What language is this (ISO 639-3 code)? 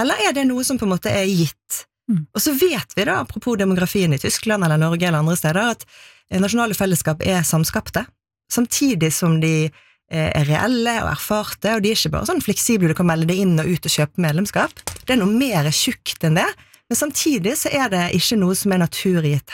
nor